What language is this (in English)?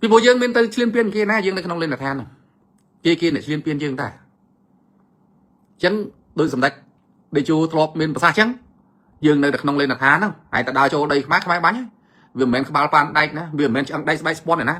Khmer